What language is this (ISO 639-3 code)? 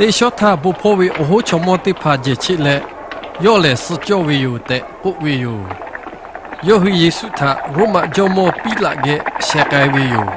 lhu